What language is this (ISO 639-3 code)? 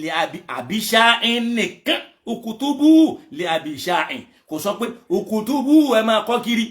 yor